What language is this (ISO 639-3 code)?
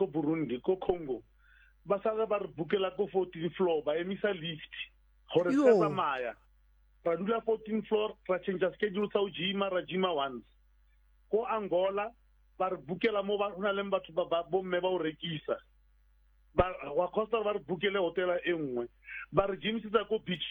sot